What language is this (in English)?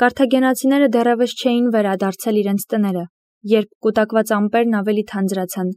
Armenian